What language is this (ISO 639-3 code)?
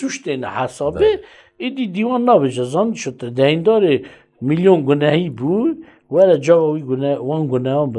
kur